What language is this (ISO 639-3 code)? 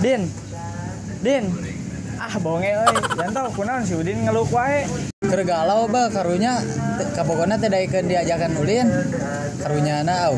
sun